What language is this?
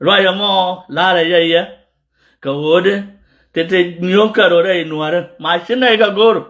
Nuer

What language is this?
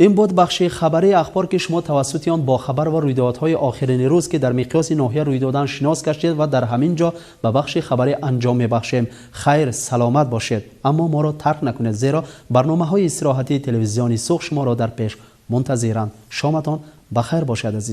Tajik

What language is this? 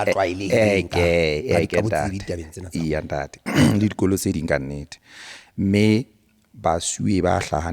Southern Sotho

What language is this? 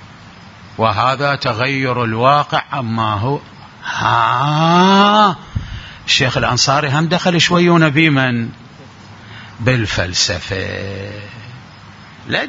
Arabic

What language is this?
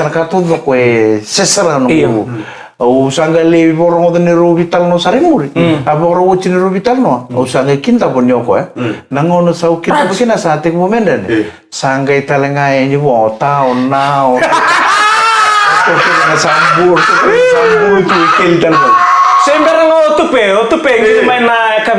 Fijian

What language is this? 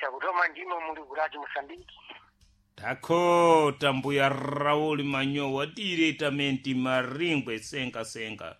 Sena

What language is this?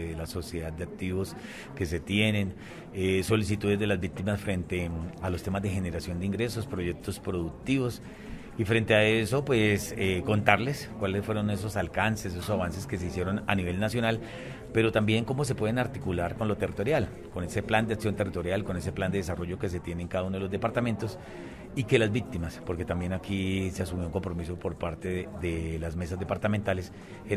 Spanish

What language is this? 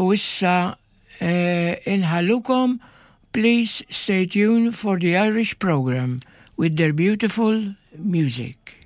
Maltese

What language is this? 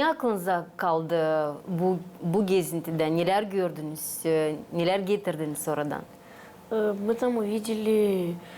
Gagauz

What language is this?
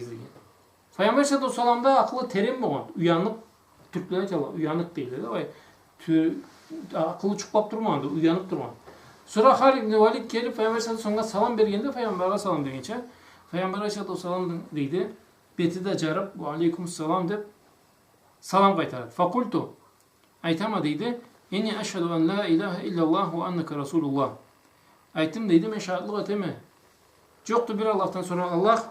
Karachay-Balkar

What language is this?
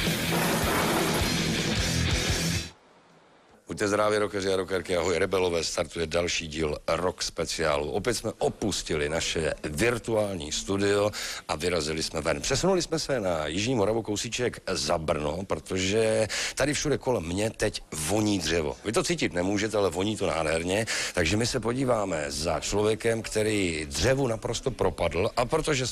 Czech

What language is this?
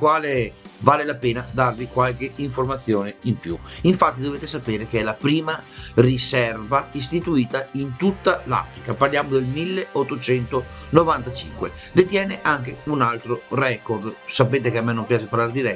Italian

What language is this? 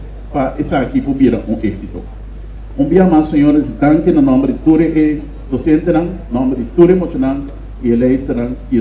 Papiamento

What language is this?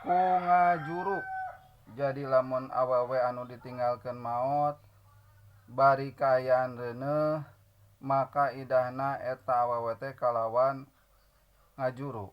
Sundanese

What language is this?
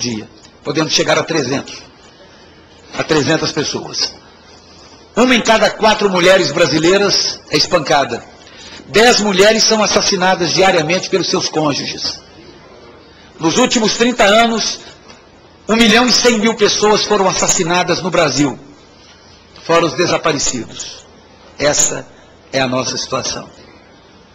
Portuguese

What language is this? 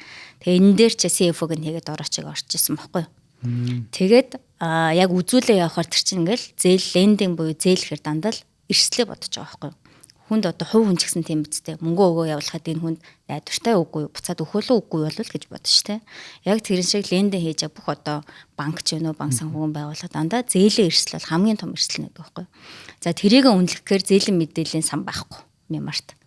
Mongolian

